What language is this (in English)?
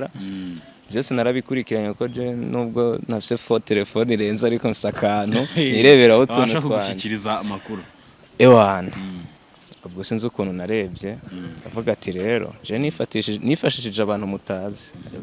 Kinyarwanda